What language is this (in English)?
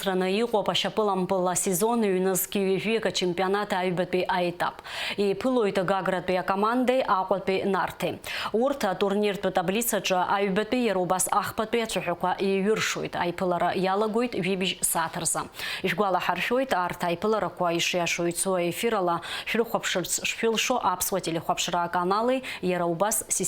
Abkhazian